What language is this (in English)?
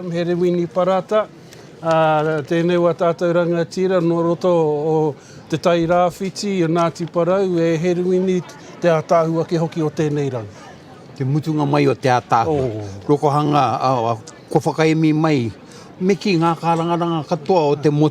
Māori